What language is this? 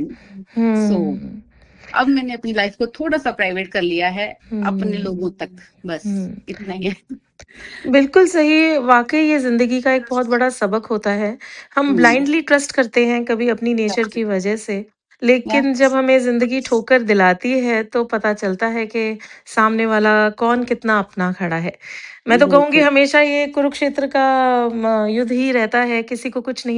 Hindi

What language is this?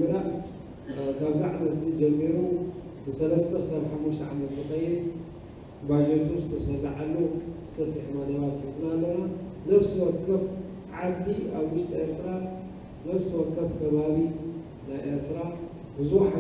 Tigrinya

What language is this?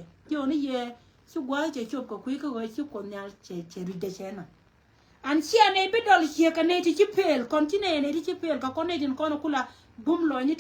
Nuer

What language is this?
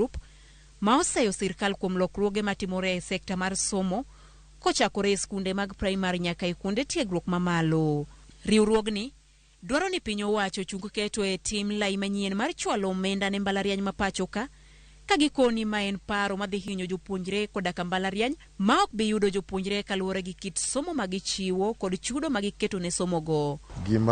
Luo (Kenya and Tanzania)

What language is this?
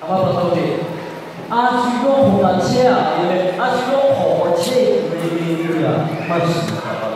Lahu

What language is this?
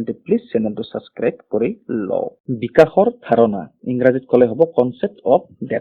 Assamese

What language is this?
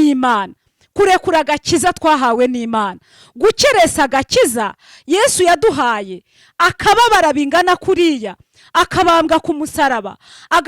Kinyarwanda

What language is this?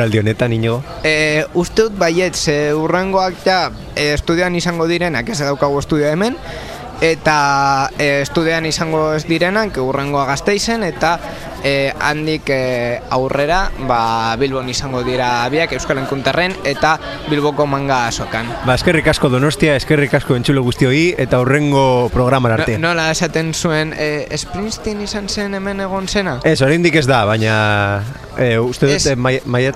Basque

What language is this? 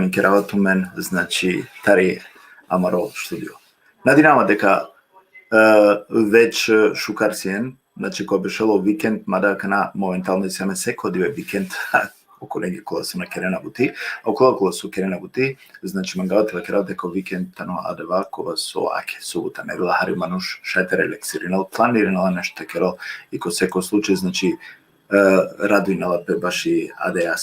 Balkan Romani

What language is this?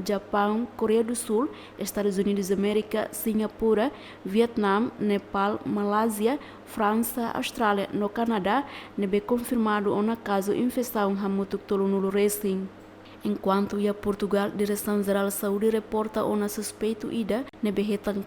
Tetum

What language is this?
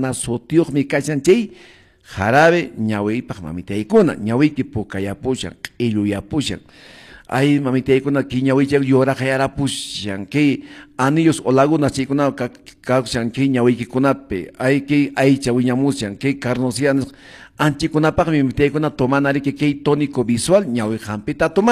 Quechua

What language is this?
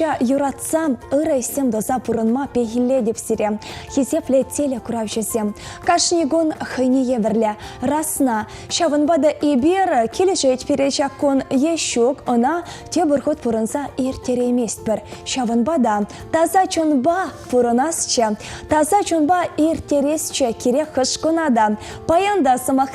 Chuvash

